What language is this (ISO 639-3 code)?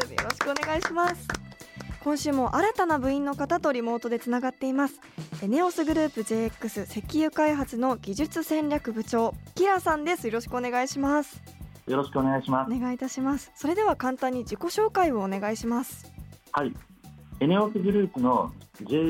jpn